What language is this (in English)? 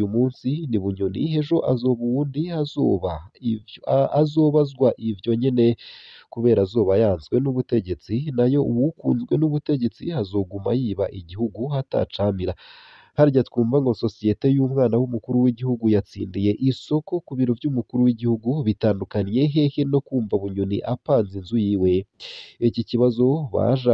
Rundi